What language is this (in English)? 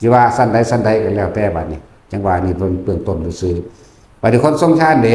Northeastern Thai